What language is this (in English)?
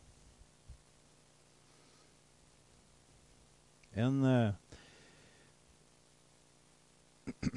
Norwegian